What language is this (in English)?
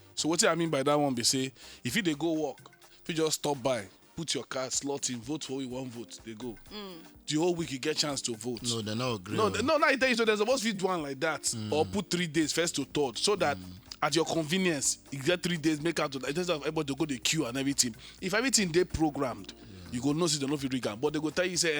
Nigerian Pidgin